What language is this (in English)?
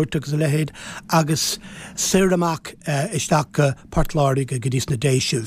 Irish